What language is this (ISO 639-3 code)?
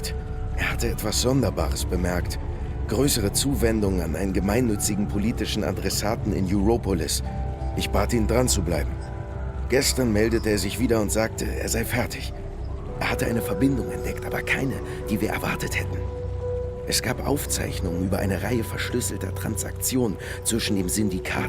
gsw